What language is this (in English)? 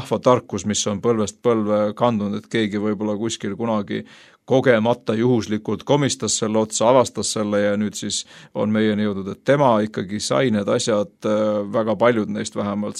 Estonian